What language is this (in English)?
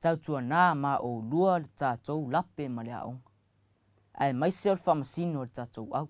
Samoan